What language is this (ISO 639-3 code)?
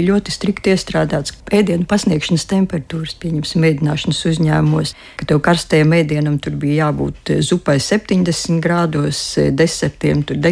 lav